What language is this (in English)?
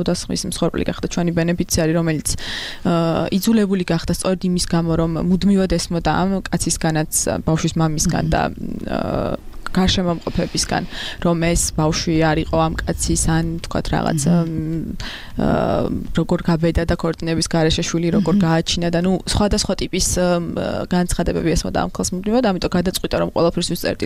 Georgian